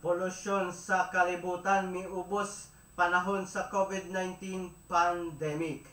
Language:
Cebuano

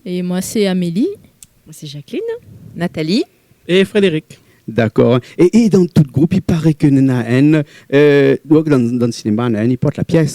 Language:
Réunion Creole French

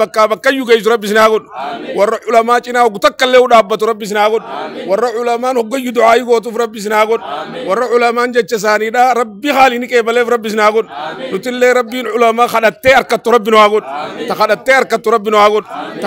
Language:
Oromo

